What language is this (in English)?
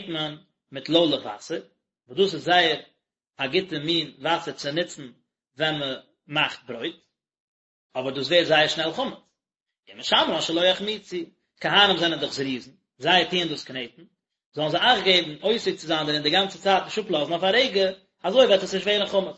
Yiddish